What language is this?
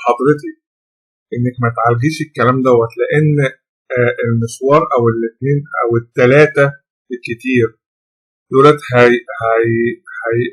Egyptian Arabic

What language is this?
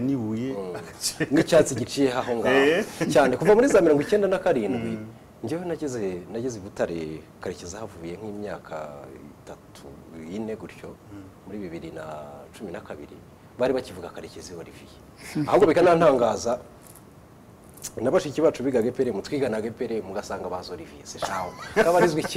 Kinyarwanda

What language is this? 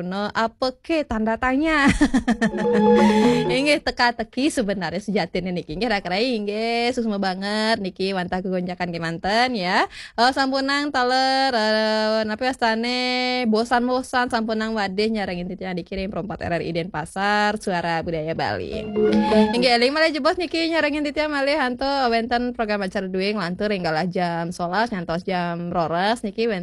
Balinese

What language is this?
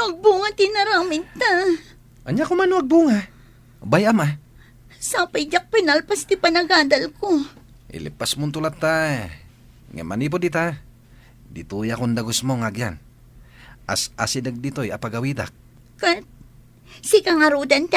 Iloko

